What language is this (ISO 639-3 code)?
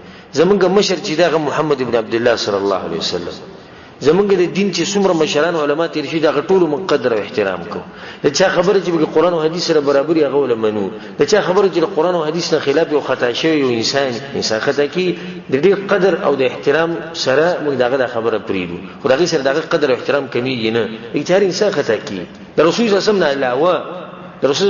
pus